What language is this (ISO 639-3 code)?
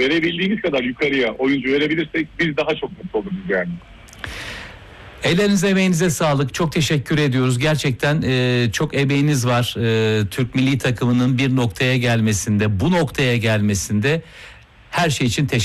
tur